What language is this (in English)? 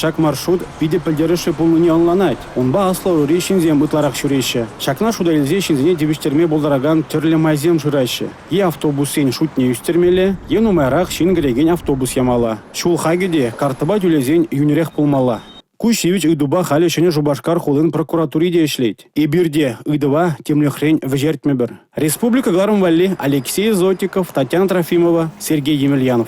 Chuvash